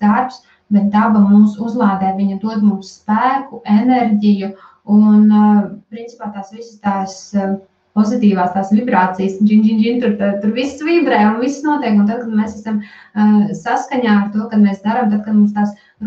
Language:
Latvian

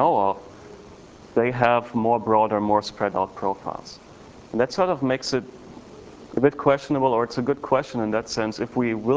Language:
English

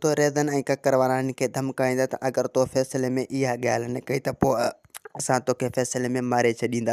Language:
Sindhi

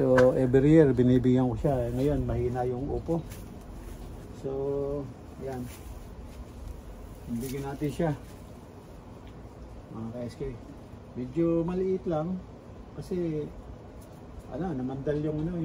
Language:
Filipino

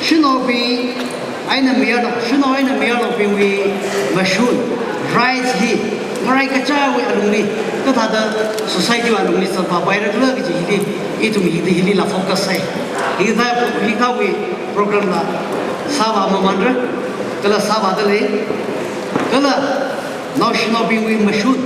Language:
Tangkhul Naga (India)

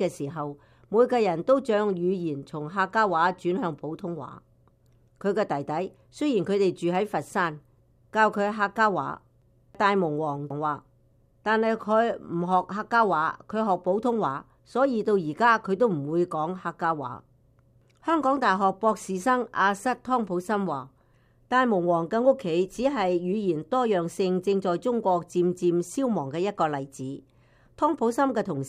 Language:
Cantonese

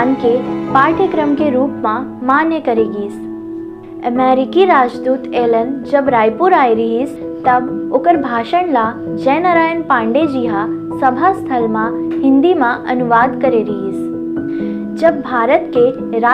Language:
Chhattisgarhi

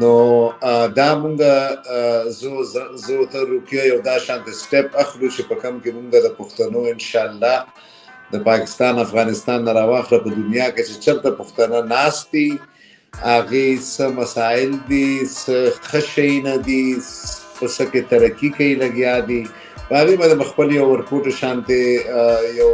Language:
Pashto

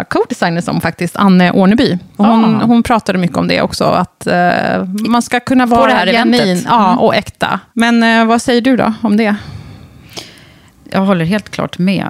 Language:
Swedish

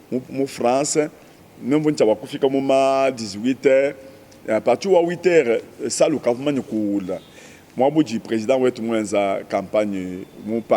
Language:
Luba-Lulua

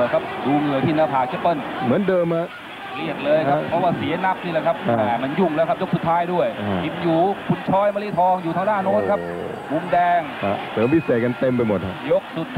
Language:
Thai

